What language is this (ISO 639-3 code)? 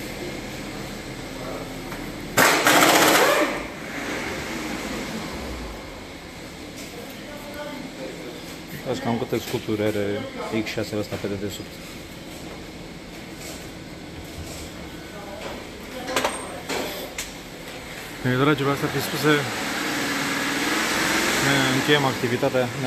ron